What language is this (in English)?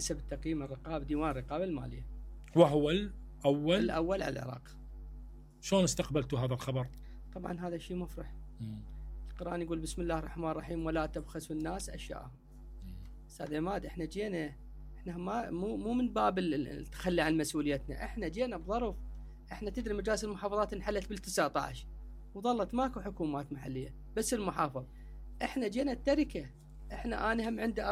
Mesopotamian Arabic